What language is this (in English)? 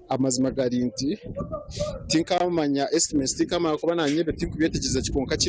Nyankole